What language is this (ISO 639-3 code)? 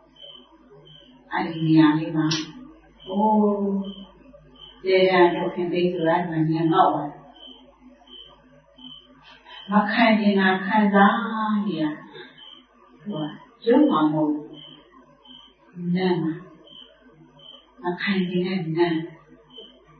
mya